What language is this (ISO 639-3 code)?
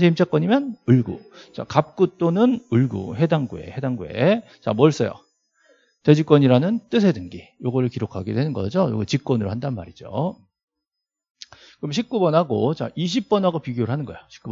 kor